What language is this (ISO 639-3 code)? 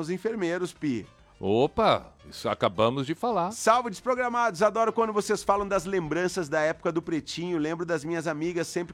por